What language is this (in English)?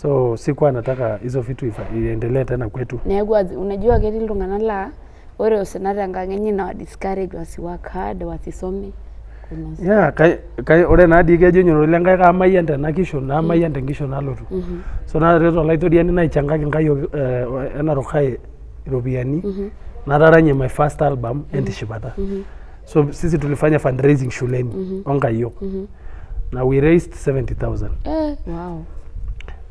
Masai